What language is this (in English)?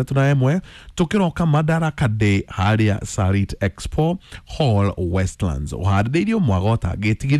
Kikuyu